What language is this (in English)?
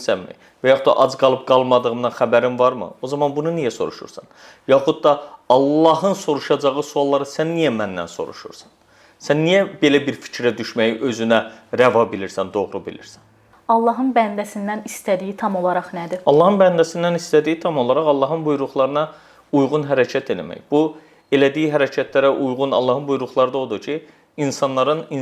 Azerbaijani